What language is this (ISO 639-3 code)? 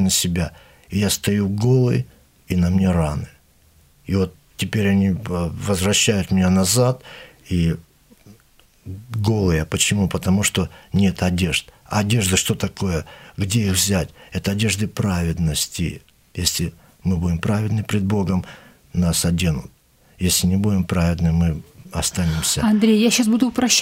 rus